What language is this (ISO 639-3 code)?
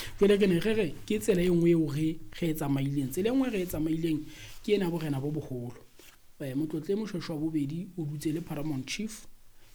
sot